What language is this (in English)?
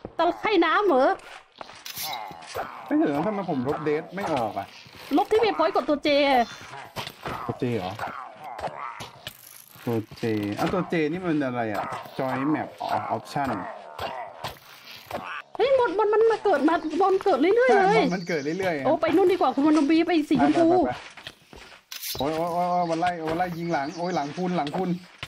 Thai